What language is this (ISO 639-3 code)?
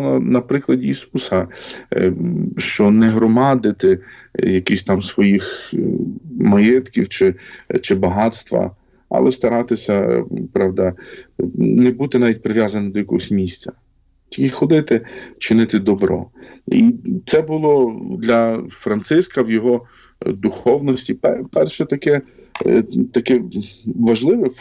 ukr